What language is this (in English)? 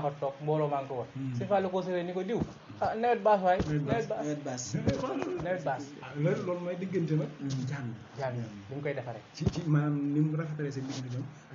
Wolof